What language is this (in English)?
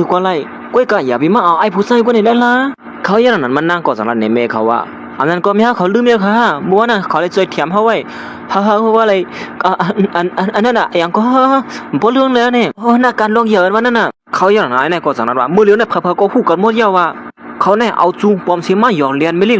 Shan